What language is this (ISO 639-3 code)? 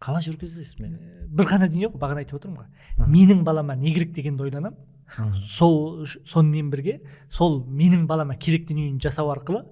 kaz